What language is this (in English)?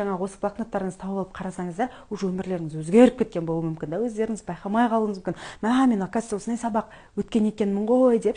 Kazakh